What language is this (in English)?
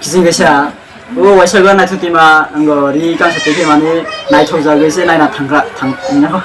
Kok Borok